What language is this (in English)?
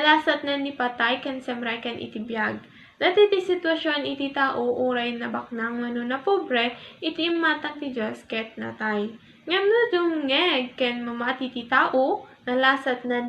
Iloko